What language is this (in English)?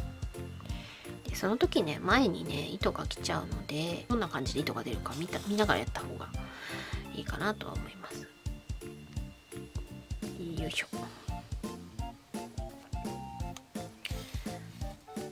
Japanese